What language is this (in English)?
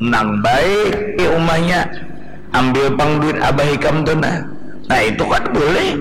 Banjar